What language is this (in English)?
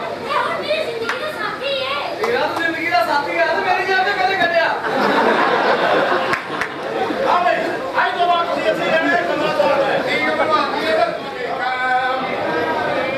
Punjabi